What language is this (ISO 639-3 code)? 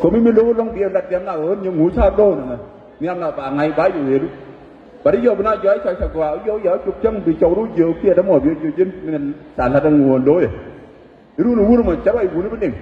nus